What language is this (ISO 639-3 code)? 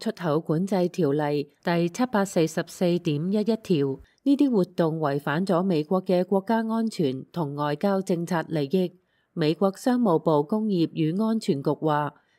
yue